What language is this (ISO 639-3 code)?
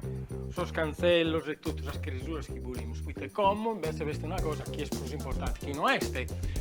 srd